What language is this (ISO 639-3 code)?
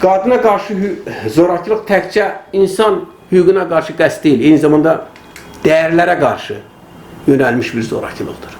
aze